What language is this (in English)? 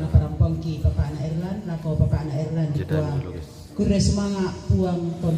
Toraja-Sa'dan